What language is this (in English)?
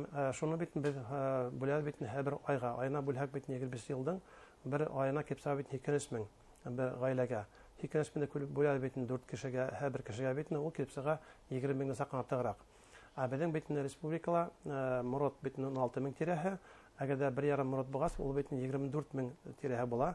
Bashkir